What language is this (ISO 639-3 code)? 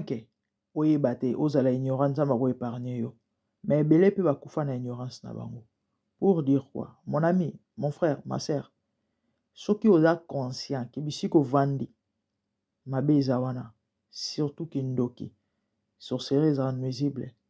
lin